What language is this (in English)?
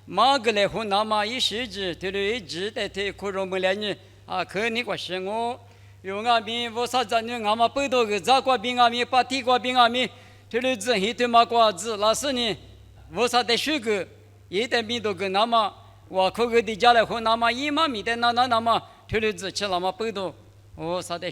Lisu